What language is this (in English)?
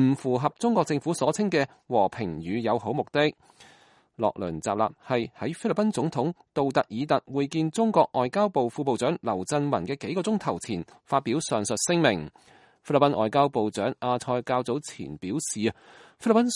Cantonese